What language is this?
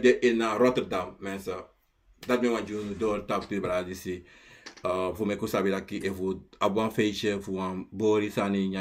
Sranan Tongo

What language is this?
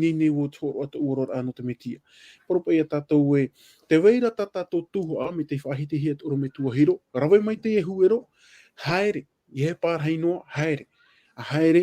Tahitian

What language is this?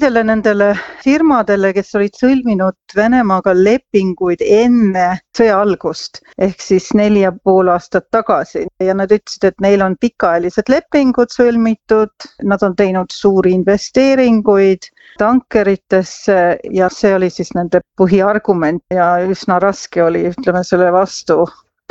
Estonian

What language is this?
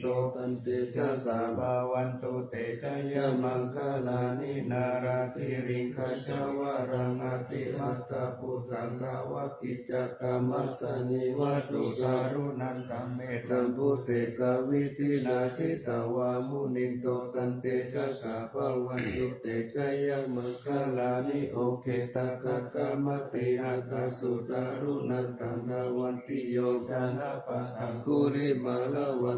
Pali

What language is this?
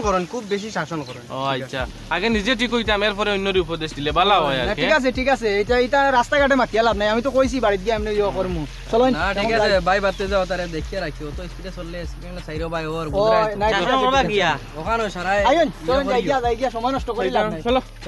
Sylheti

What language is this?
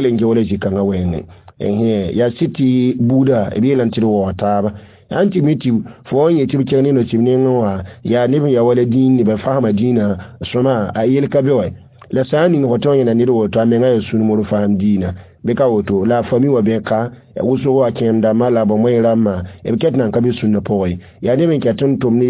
Mossi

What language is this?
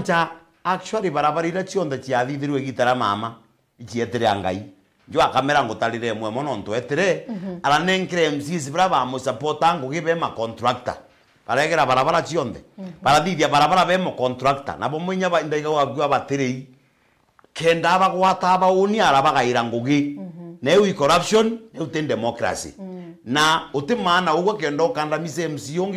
Meru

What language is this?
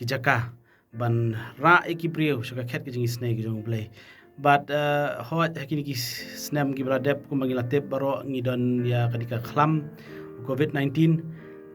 Khasi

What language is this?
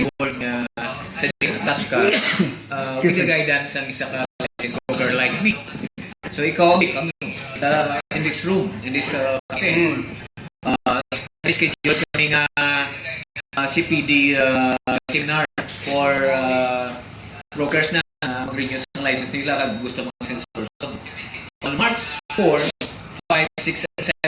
Hiligaynon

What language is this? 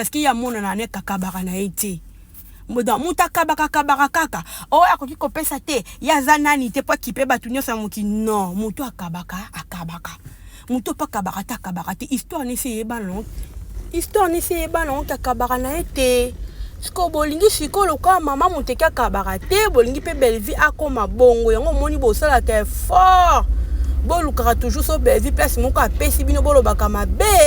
Lingala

